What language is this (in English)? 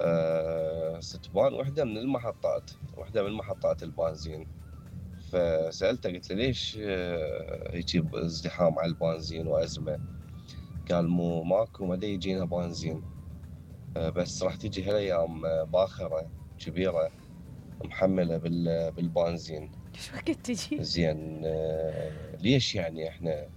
Mesopotamian Arabic